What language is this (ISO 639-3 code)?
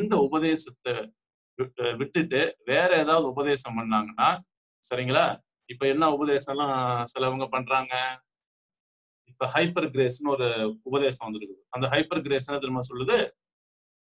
tam